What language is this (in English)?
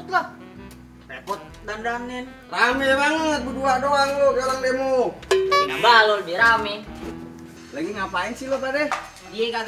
Betawi